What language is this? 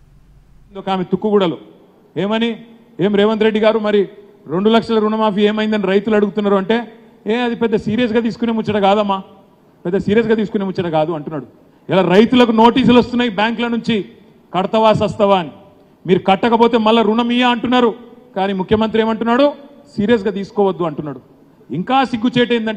Telugu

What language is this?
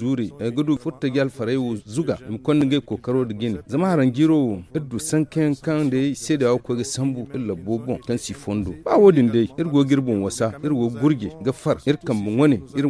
Zarma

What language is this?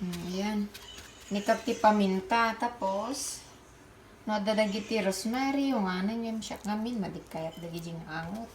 Iloko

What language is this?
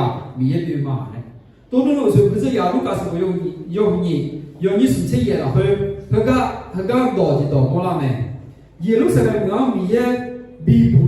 Akha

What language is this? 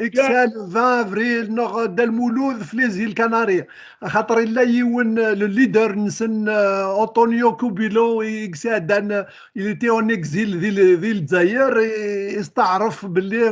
Kabyle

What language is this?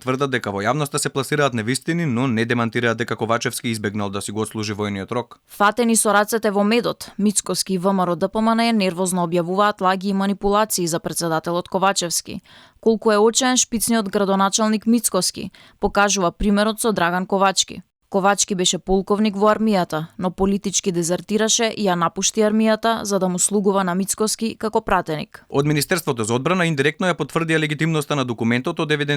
Macedonian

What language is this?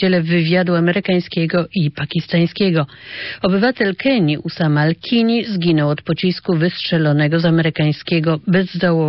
Polish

